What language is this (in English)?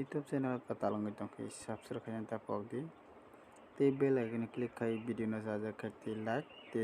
Kok Borok